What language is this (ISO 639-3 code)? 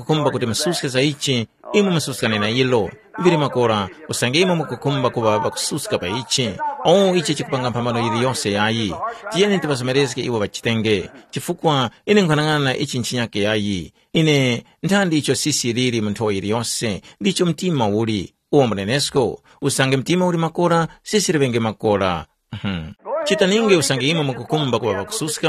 tum